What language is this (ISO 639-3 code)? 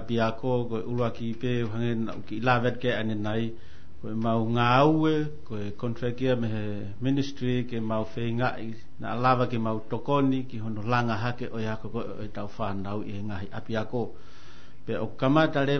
ton